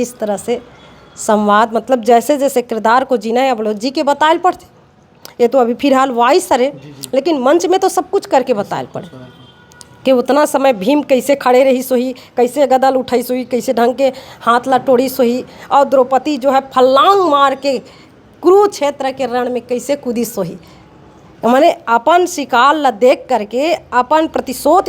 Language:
Chhattisgarhi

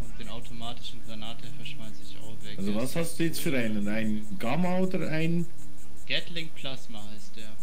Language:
Swiss German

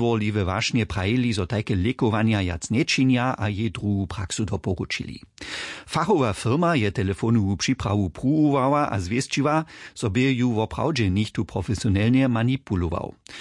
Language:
Upper Sorbian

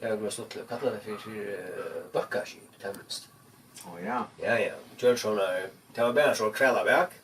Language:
Faroese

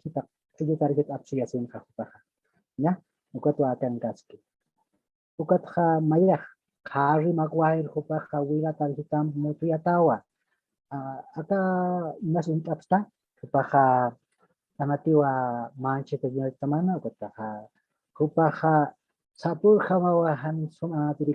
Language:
Aymara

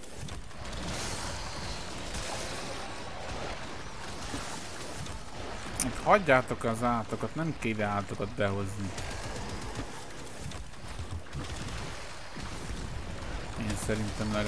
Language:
Hungarian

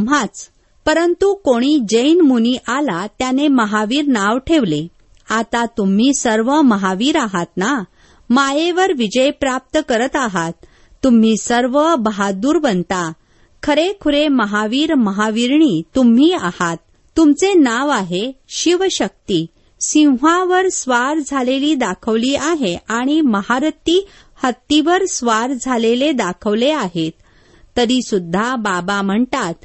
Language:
Marathi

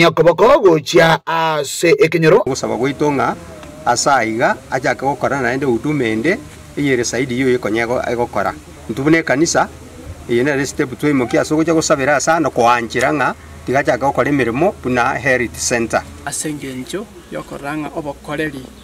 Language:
Gusii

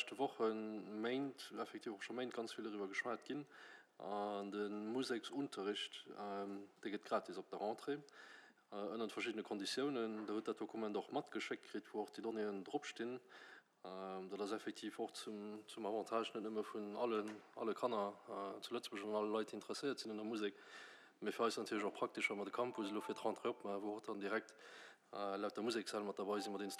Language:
Luxembourgish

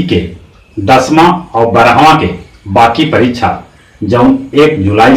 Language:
Magahi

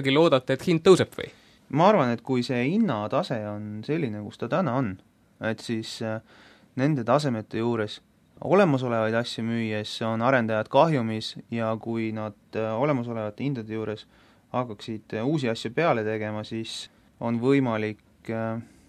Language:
Estonian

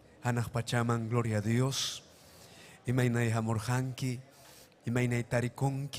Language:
Ayacucho Quechua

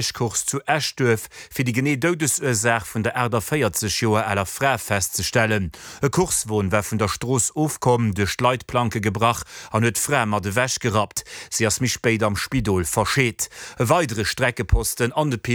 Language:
Luxembourgish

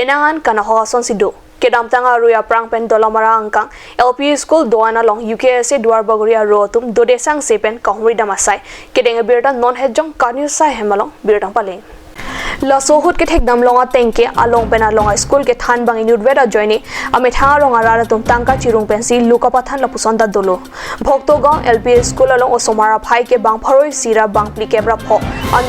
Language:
Karbi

